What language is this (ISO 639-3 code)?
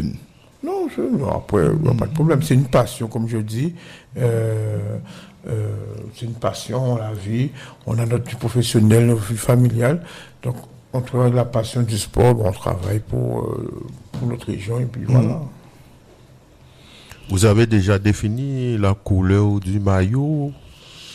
fra